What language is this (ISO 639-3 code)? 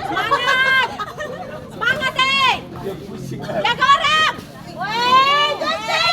abs